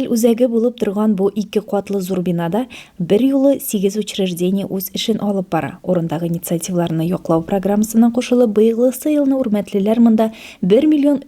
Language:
Tatar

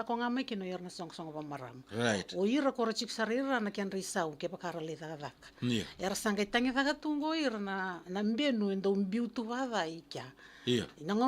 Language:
Fijian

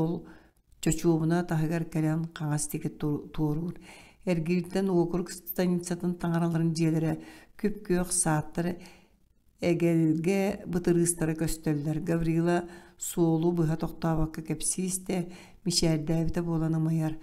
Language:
Yakut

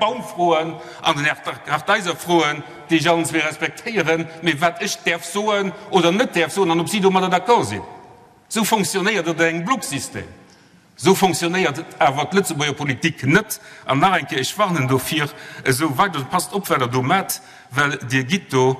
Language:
Luxembourgish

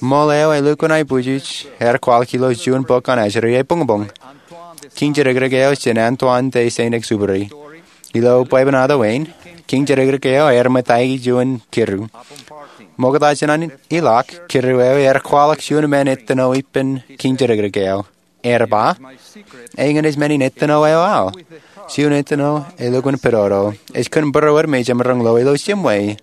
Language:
Marshallese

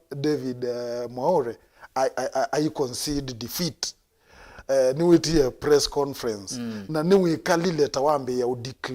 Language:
Kamba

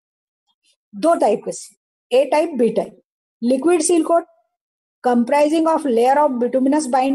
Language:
Hindi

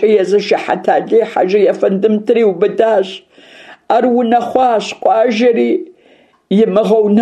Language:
Kabardian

